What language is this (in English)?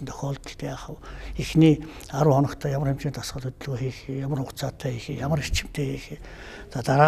Mongolian